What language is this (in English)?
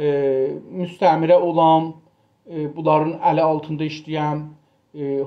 South Azerbaijani